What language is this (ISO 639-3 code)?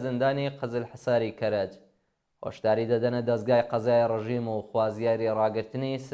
ckb